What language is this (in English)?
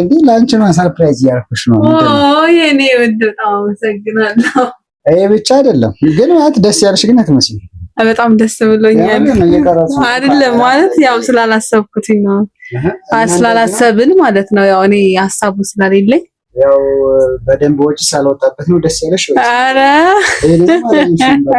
Amharic